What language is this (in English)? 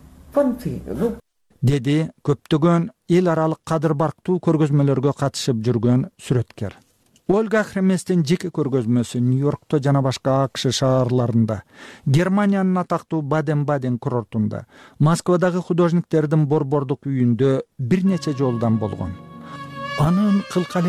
Kyrgyz